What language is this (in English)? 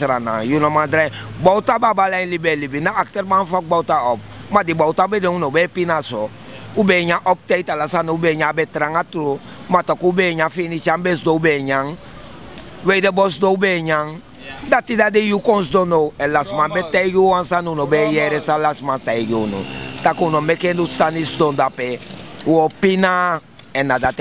Sranan Tongo